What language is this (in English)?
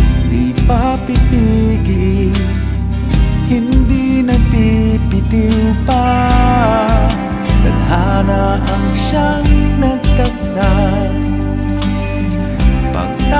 Filipino